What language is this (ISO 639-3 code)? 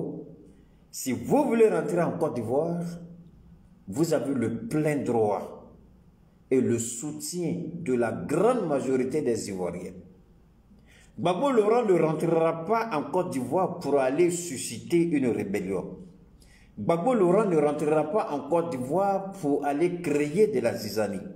fra